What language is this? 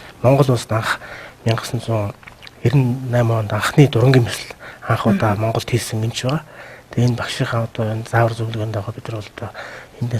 Mongolian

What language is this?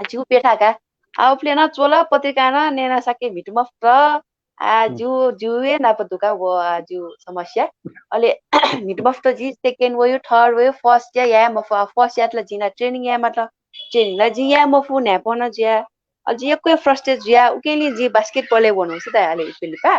Newari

